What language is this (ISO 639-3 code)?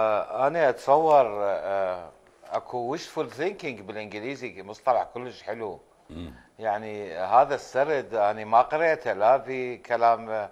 acm